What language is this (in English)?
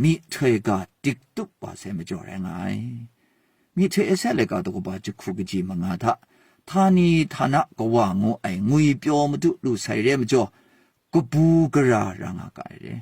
Kachin